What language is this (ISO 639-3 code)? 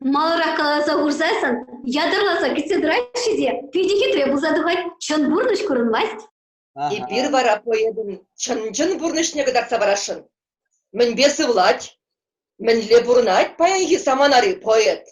chv